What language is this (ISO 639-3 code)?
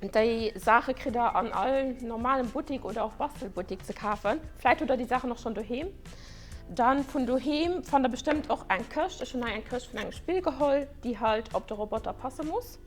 ltz